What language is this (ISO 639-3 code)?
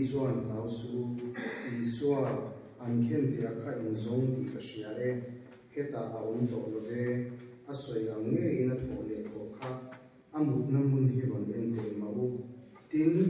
lus